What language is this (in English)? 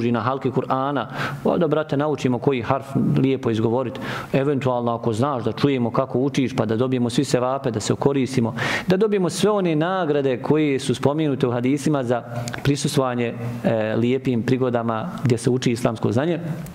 Bosnian